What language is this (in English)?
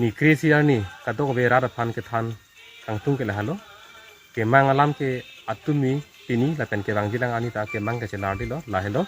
Karbi